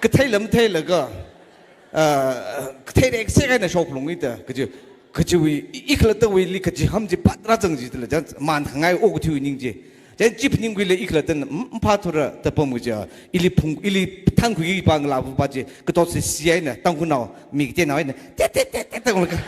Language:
Tangkhul Naga (India)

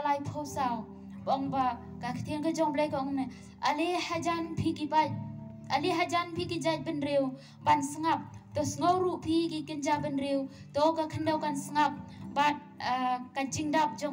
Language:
Khasi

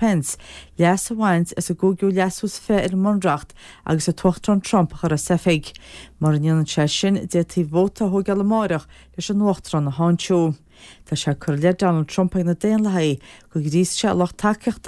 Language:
Irish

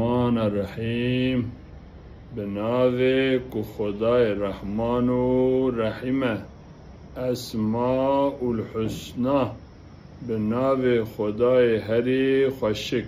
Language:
Kurdish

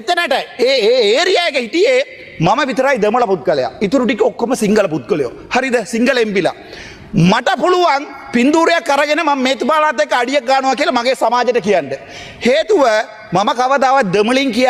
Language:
Sinhala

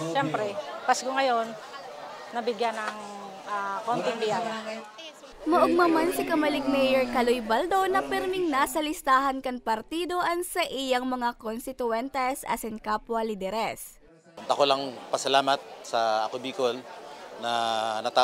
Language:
Bikol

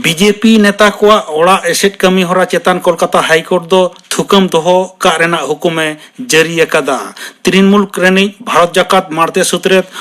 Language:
Santali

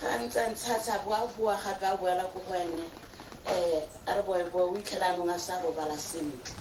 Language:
Tswana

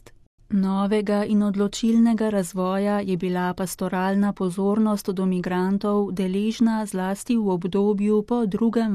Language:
Slovenian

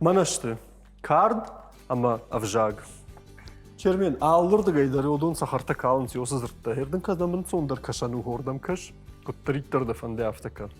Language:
Ossetic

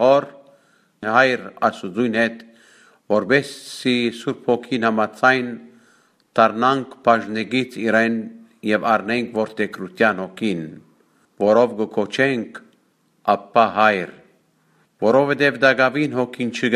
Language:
Western Armenian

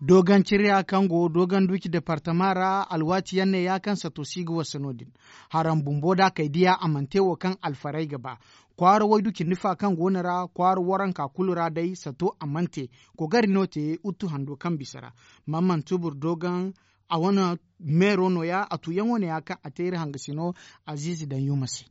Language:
Zarma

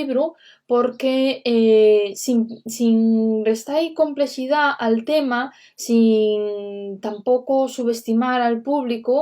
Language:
Asturian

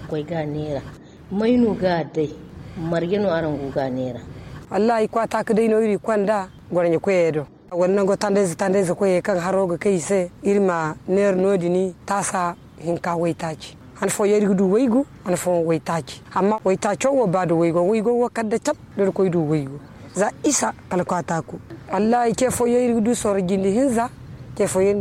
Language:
Zarma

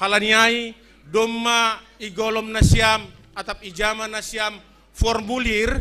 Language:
Batak Simalungun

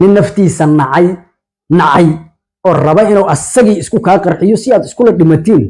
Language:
Somali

